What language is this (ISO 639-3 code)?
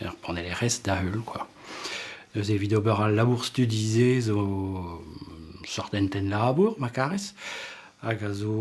bre